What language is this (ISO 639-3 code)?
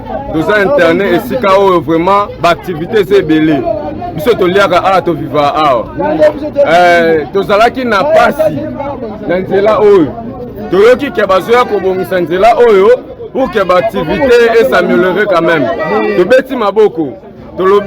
lin